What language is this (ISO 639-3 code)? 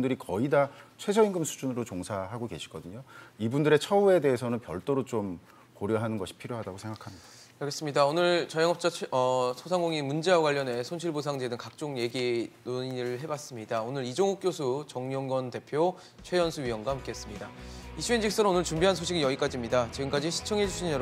kor